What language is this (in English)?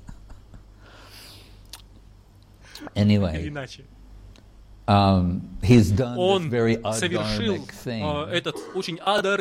Russian